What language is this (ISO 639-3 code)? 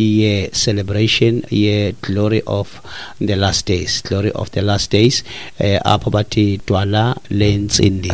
xho